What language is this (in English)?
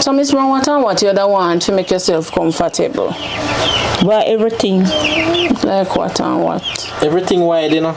Jamaican Creole English